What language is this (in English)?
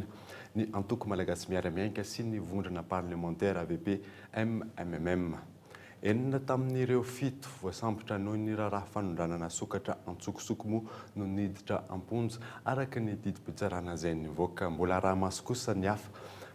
Malagasy